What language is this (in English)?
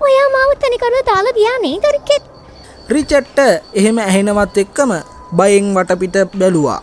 Sinhala